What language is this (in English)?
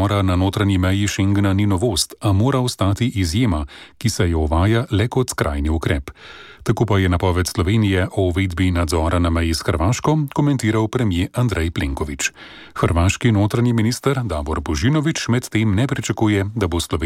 Slovenian